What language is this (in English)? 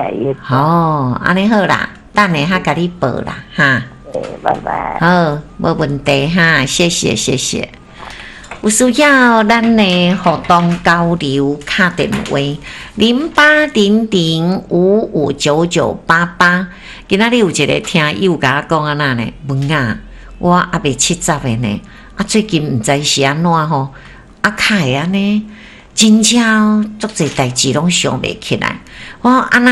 Min Nan Chinese